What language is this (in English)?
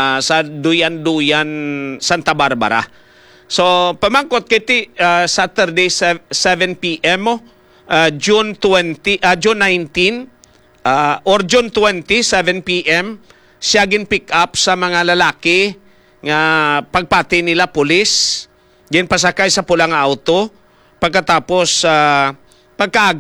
Hiligaynon